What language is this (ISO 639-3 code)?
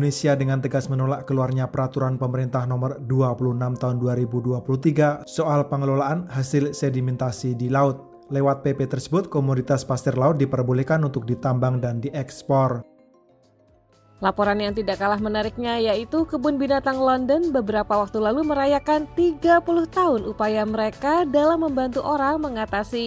ind